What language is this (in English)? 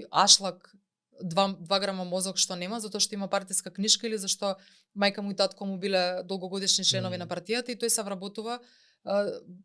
Macedonian